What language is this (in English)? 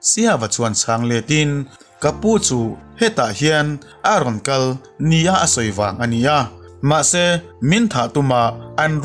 Mizo